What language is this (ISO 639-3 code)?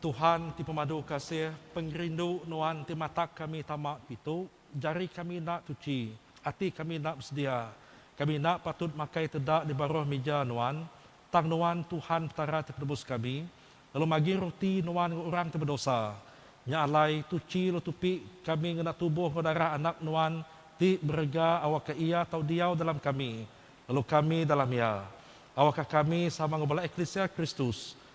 iba